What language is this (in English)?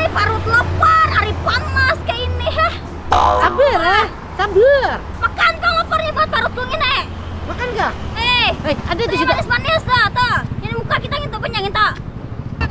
Banjar